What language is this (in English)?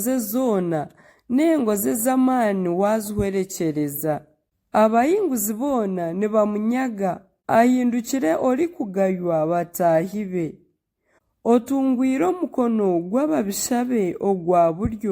Nyankole